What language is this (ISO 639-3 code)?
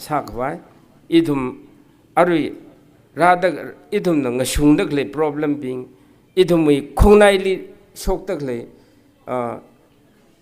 nmf